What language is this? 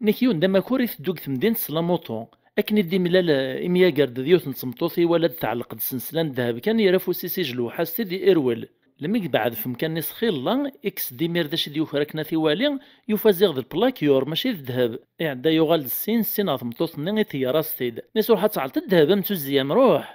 Kabyle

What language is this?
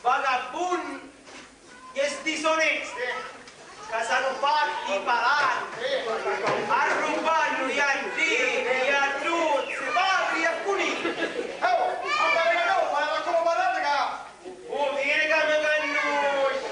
Sicilian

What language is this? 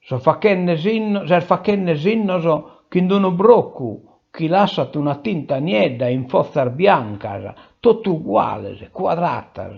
Sardinian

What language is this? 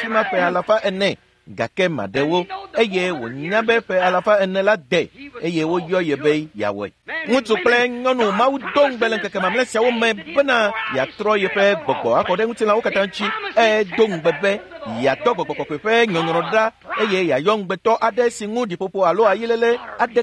Ewe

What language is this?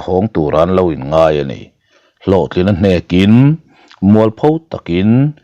Mizo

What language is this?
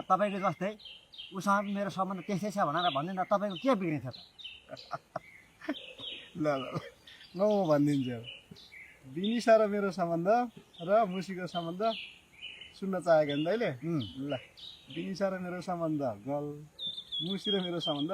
Nepali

